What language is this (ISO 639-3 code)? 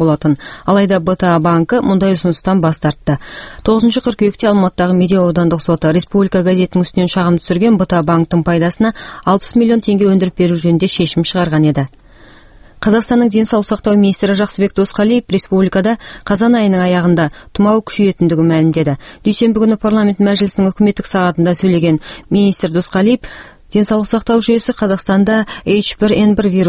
kaz